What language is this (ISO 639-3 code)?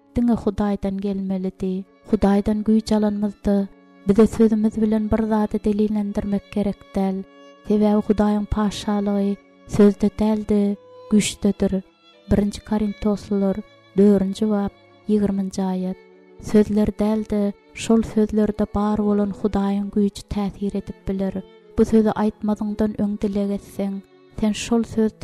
tuk